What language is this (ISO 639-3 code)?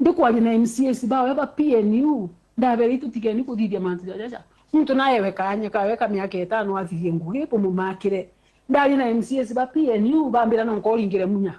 mer